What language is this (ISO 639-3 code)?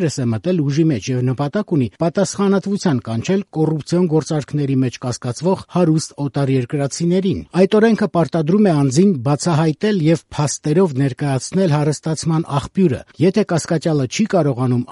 hye